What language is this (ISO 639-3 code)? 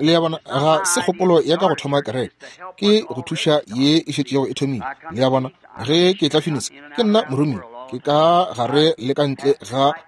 nso